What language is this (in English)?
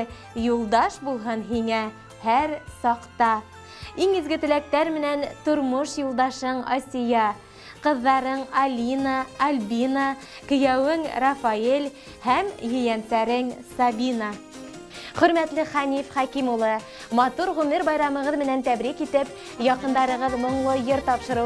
Bashkir